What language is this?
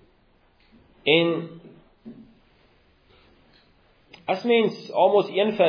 Afrikaans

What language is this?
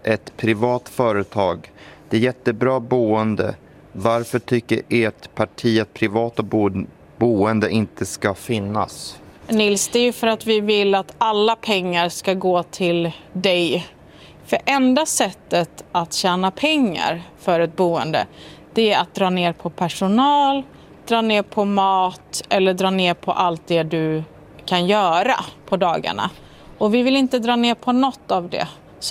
Swedish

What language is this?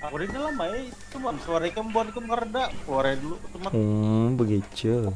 Banjar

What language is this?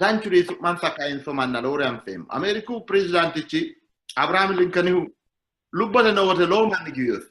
Sidamo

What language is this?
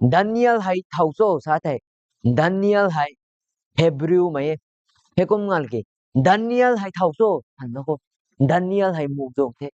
Rongmei Naga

